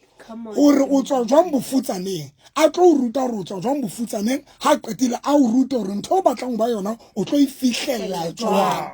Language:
Southern Sotho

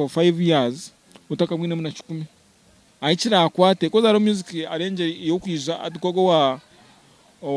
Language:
Nyankole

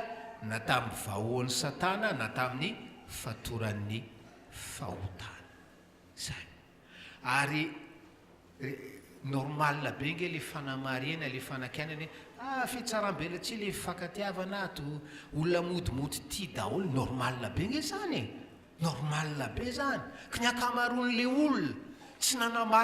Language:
Malagasy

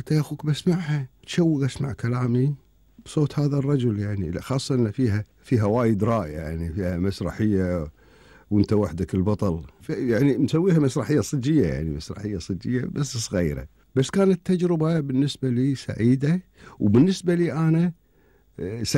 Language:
Gulf Arabic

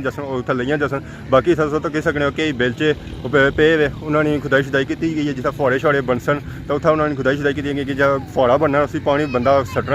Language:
Pahari-Potwari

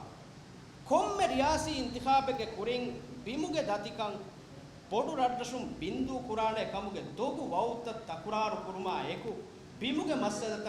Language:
Divehi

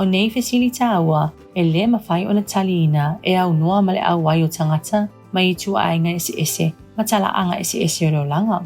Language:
Samoan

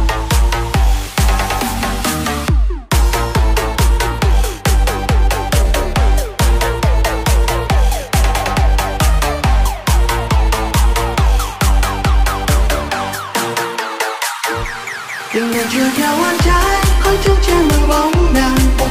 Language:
Vietnamese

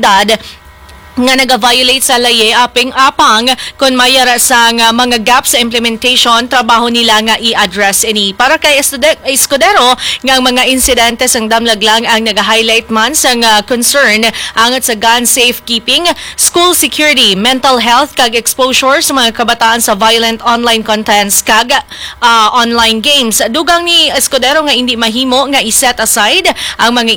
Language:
Hiligaynon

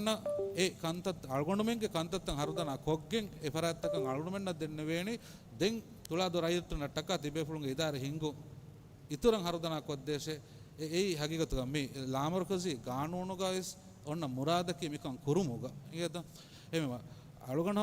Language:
Divehi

